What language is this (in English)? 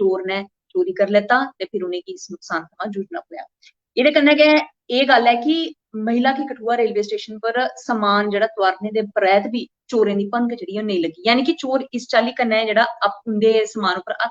Dogri